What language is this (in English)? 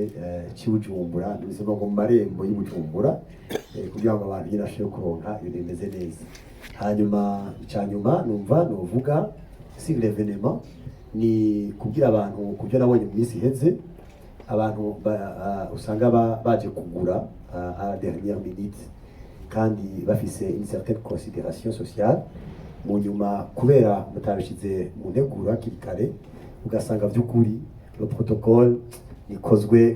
Rundi